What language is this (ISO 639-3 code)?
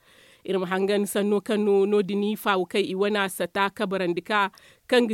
dje